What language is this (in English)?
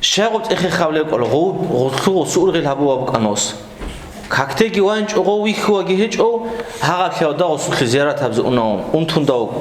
Avaric